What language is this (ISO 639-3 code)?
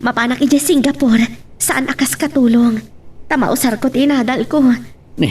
ilo